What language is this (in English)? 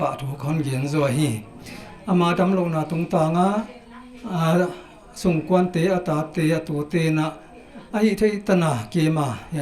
Paite Chin